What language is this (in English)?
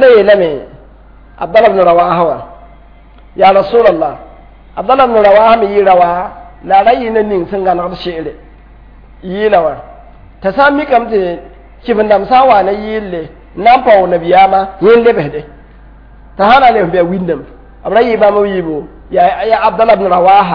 Mossi